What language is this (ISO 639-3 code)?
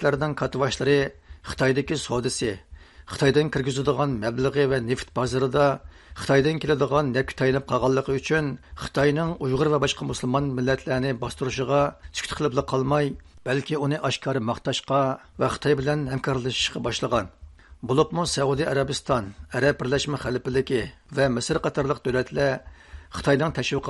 uig